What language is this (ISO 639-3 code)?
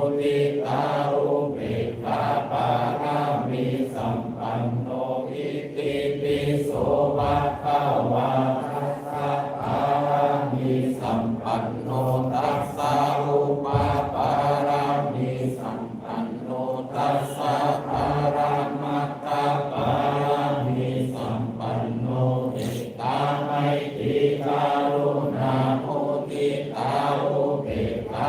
pli